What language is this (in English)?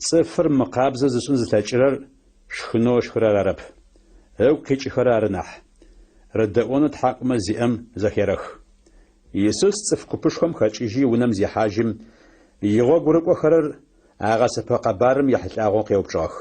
Adyghe